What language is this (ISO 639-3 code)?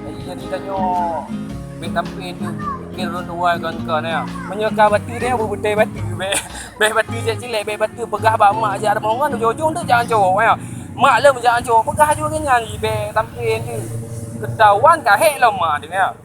ace